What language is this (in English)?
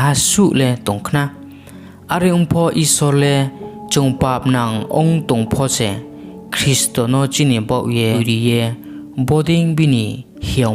Riang (India)